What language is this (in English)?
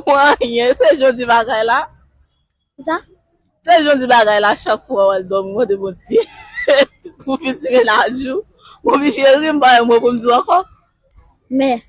Haitian Creole